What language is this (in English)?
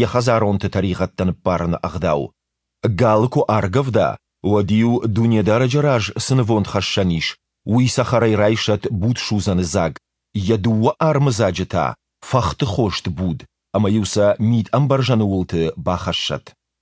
Ossetic